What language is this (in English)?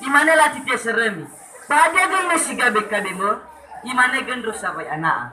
Nias